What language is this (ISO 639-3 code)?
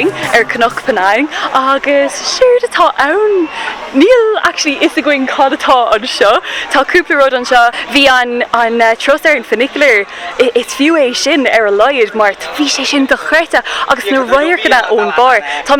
gle